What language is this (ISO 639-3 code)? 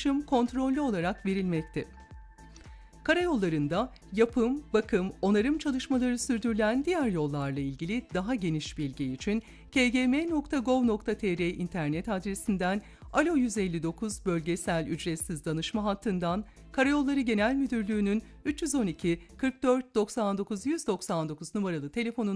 tur